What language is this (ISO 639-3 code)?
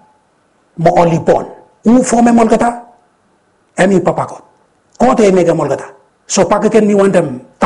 bis